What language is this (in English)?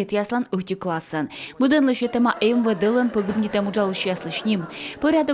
Komi